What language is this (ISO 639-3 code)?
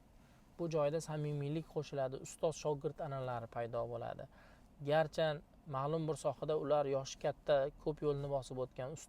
uzb